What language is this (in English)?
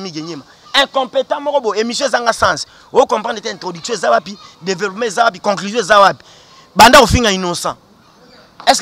Lingala